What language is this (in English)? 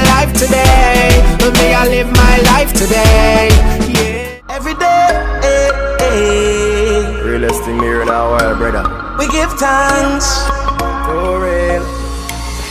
Jamaican Creole English